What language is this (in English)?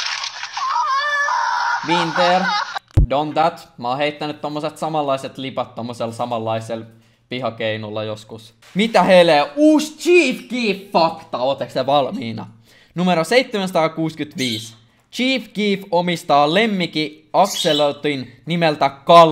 Finnish